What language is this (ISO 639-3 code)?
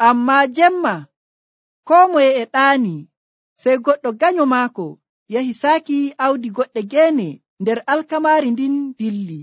fuv